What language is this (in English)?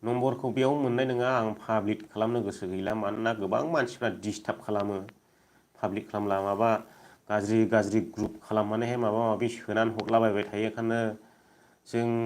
Bodo